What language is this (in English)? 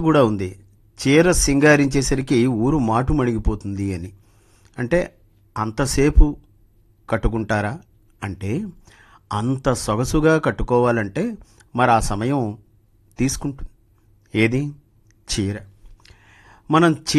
Telugu